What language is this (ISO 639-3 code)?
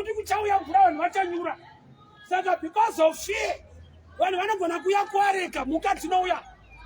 sna